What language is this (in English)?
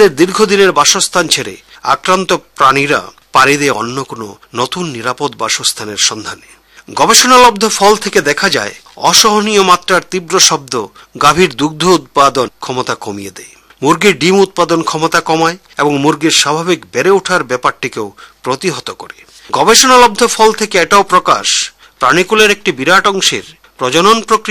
Bangla